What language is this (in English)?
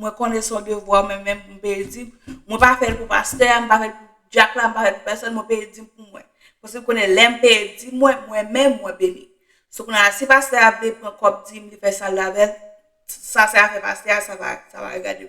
Haitian Creole